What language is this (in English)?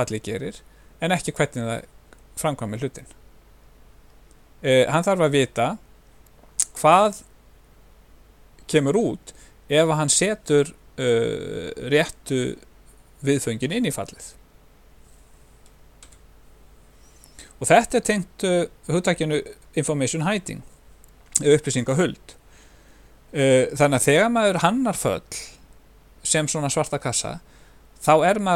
Icelandic